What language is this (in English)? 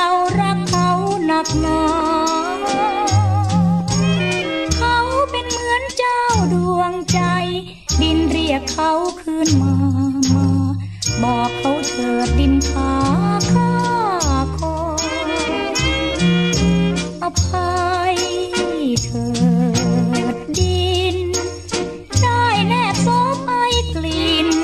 Thai